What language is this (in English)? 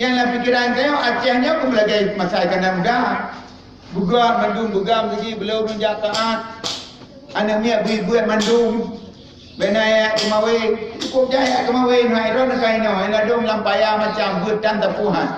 Achinese